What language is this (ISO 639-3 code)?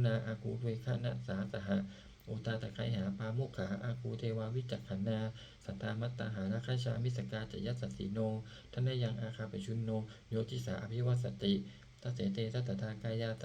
pli